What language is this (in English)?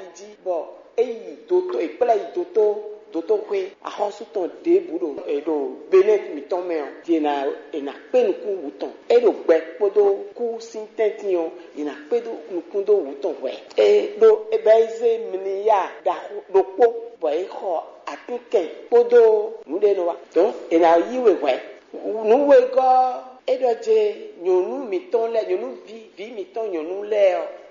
Fon